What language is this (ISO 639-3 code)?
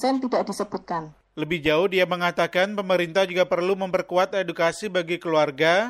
ind